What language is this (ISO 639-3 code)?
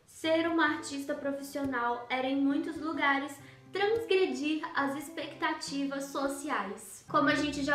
por